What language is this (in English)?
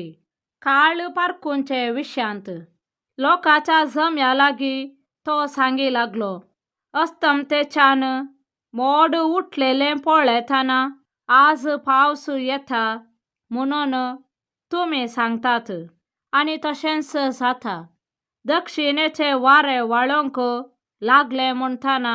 Konkani